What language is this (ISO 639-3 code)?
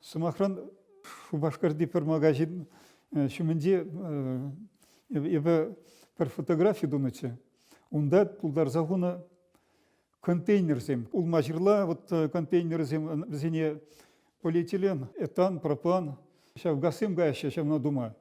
chv